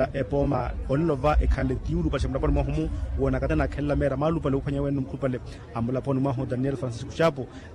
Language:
Makhuwa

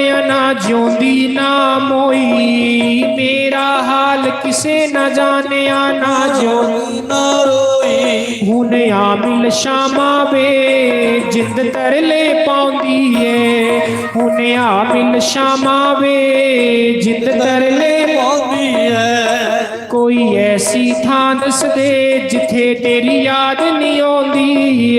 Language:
Dogri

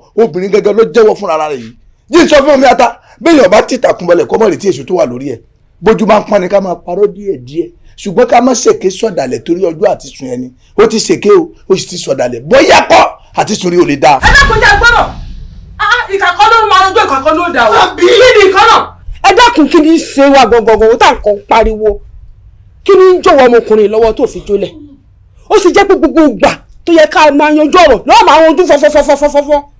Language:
Yoruba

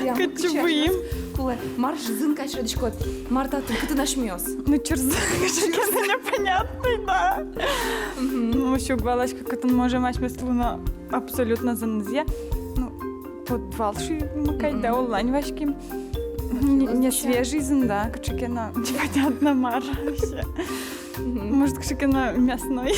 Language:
Udmurt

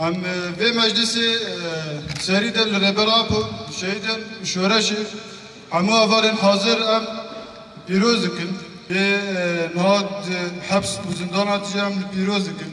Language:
Kurdish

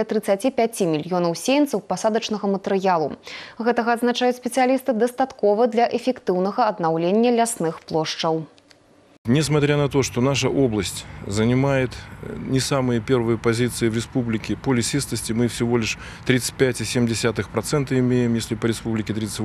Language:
Belarusian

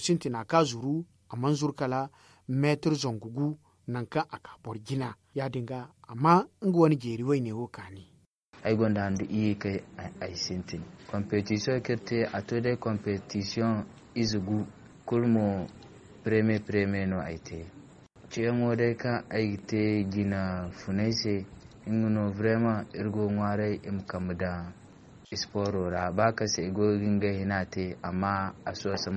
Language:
Zarma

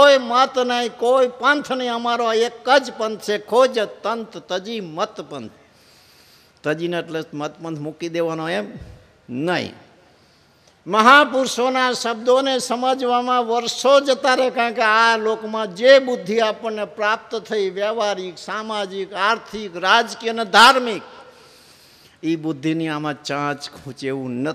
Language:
Gujarati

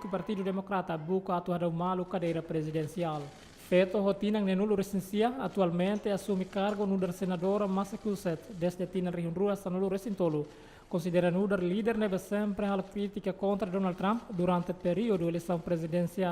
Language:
Tetum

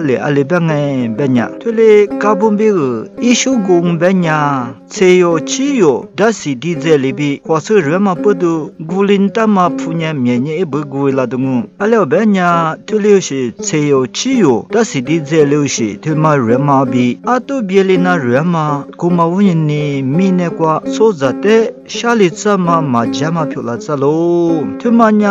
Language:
Lisu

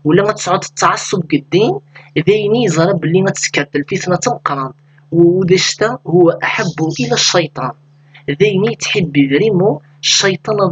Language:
Kabyle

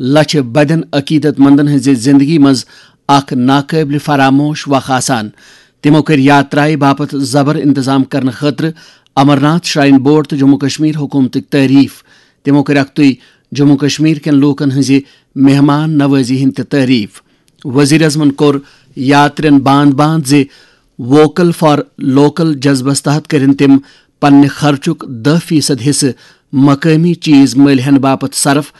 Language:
Kashmiri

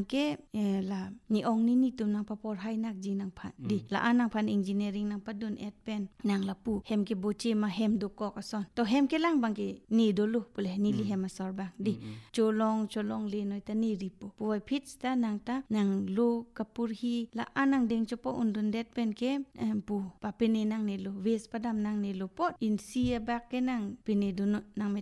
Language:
Karbi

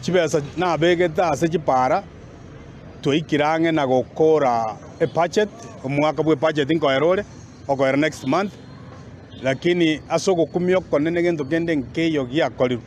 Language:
Gusii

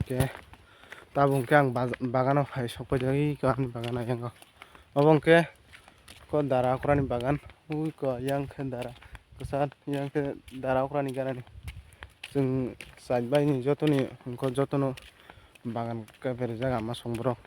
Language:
Kok Borok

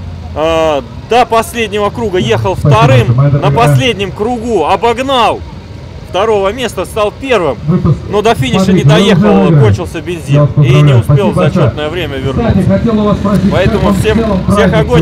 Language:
Russian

